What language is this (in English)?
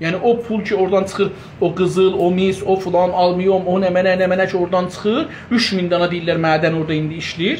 South Azerbaijani